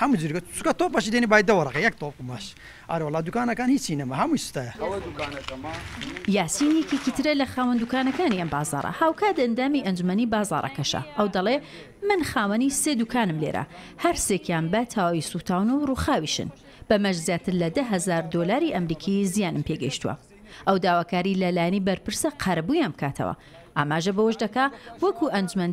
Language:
Central Kurdish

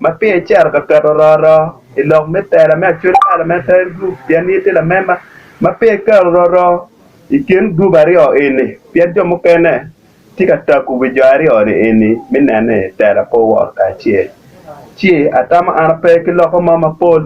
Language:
Acoli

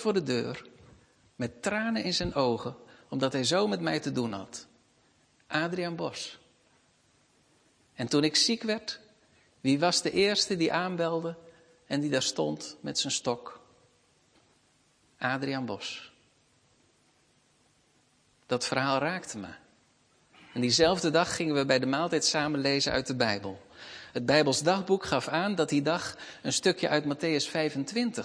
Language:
Dutch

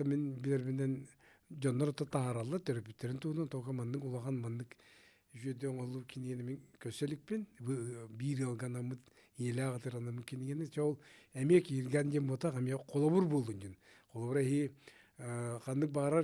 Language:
Yakut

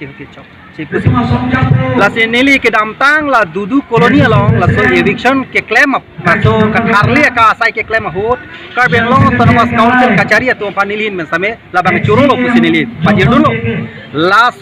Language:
Karbi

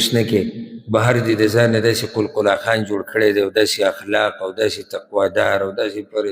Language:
Pashto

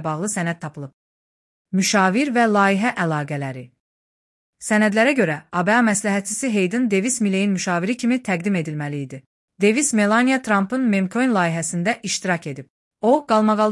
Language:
Azerbaijani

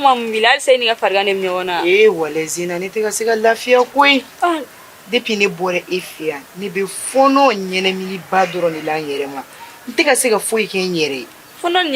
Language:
Bambara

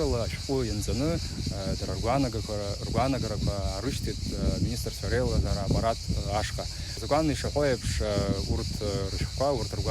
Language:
Abkhazian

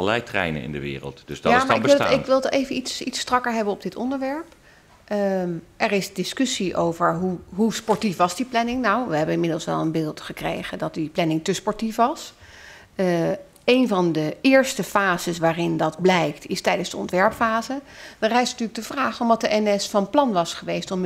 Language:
Dutch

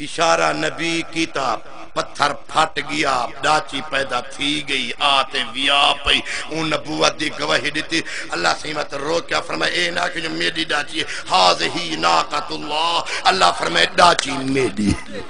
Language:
Saraiki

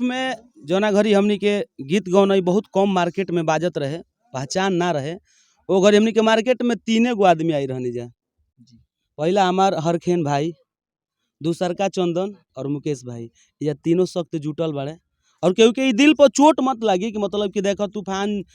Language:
Bhojpuri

